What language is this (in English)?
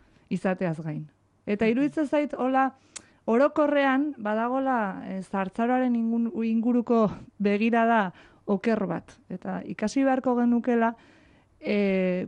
Basque